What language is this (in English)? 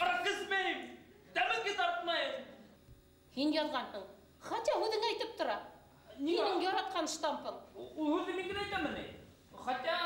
Bashkir